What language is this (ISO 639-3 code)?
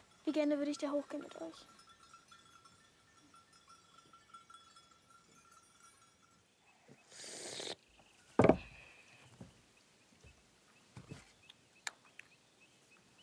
deu